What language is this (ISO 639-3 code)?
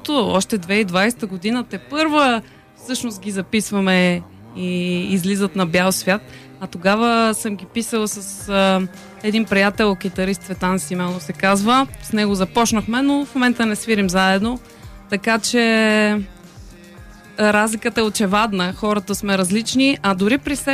bul